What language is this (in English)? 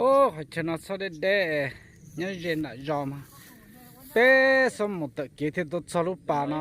Hmong